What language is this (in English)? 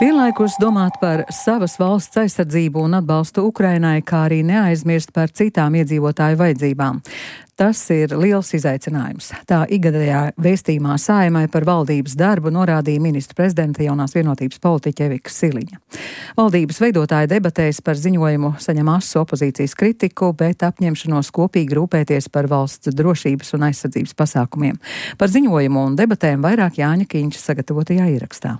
Latvian